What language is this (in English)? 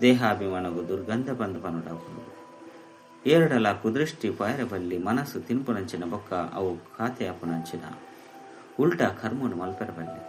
Tulu